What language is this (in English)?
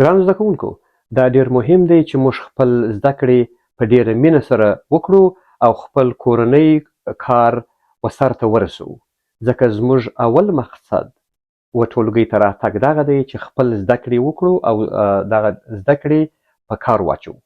Pashto